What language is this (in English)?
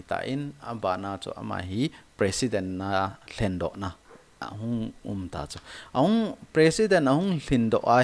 Thado Chin